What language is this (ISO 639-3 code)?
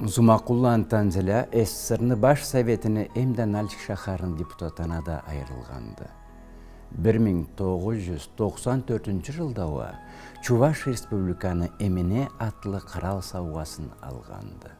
krc